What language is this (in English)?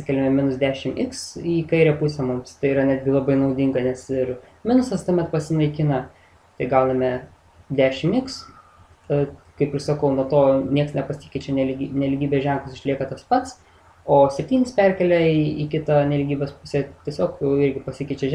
Lithuanian